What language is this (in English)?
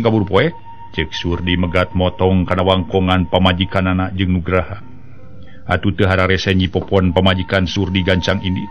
Sundanese